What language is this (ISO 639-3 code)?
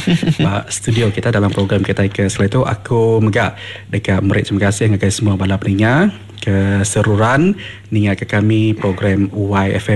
msa